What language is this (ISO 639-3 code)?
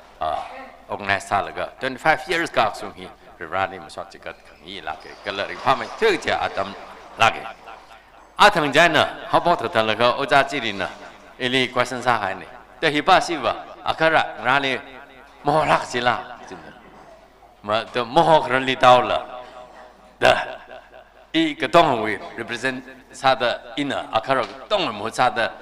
nmf